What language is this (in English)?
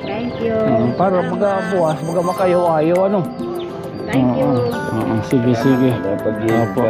Waray